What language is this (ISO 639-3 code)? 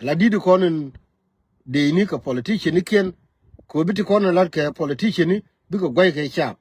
nus